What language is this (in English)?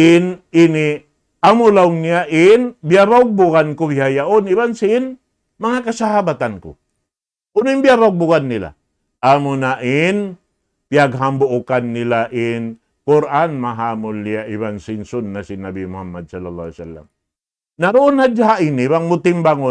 Tausug